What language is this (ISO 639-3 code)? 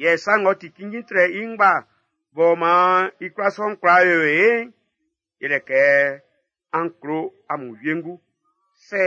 bci